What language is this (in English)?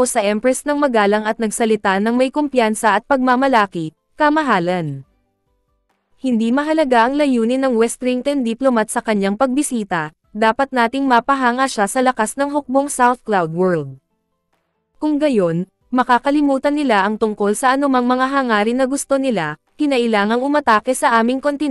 Filipino